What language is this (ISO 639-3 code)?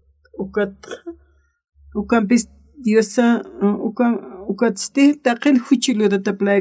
aym